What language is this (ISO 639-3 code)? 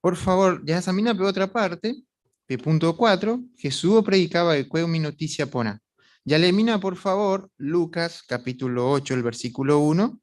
grn